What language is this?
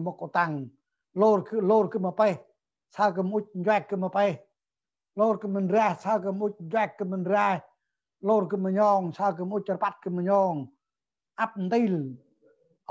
Central Mnong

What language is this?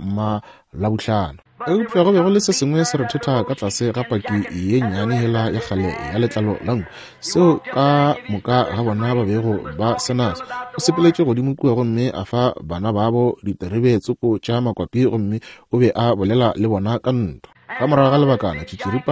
Northern Sotho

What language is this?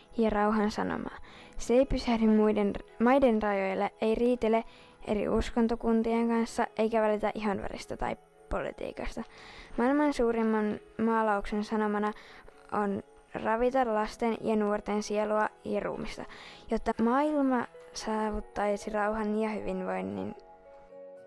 Finnish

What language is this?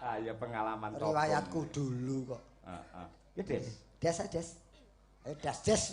Javanese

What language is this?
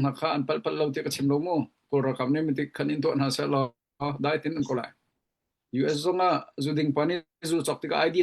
Hakha Chin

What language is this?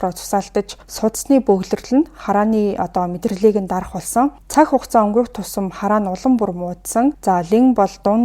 Mongolian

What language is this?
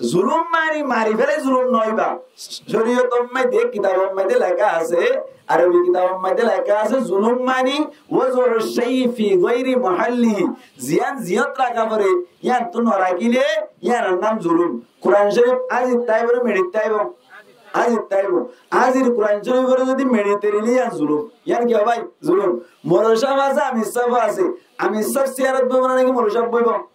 Rohingya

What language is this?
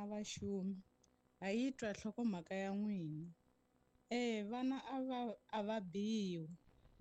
Tsonga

